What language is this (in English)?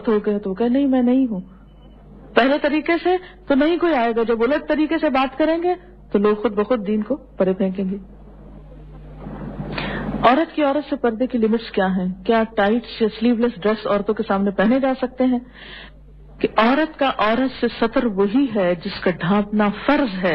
Urdu